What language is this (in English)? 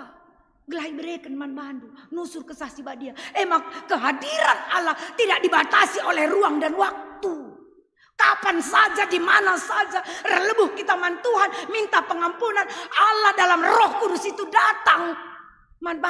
Batak Karo